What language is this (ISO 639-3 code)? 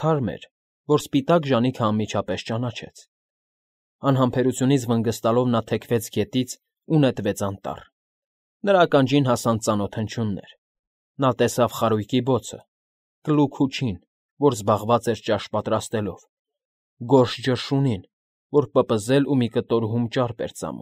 hye